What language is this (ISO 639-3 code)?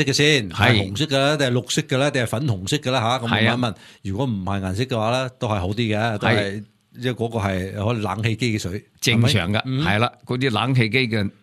yue